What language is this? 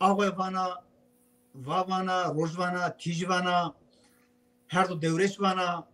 Zaza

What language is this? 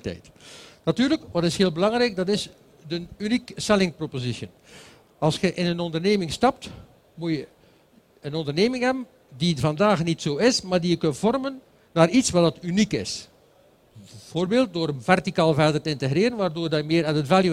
Dutch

